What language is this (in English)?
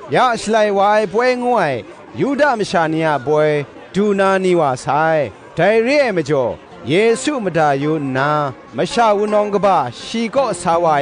Kachin